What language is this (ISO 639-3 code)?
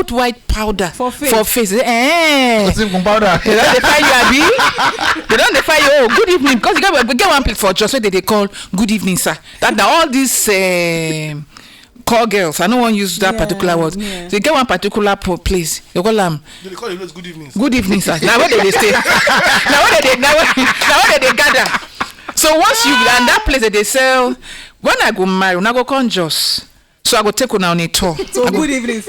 pcm